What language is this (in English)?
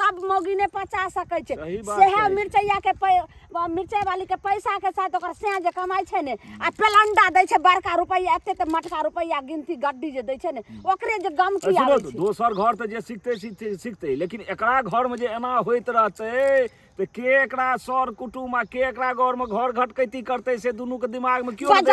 Maithili